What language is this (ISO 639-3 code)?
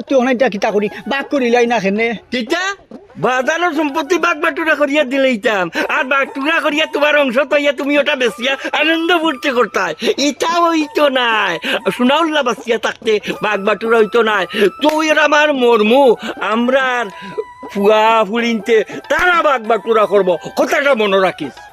syl